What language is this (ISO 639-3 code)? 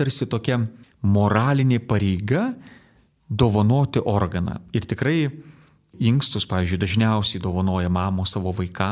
lit